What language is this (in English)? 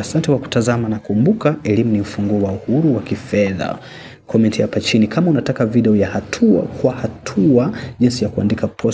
Swahili